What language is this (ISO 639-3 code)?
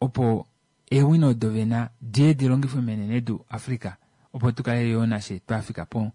kua